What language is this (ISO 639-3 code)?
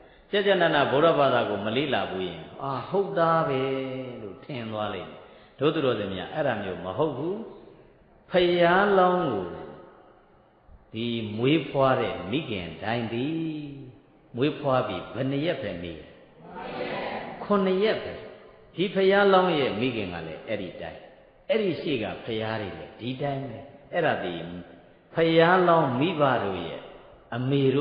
mya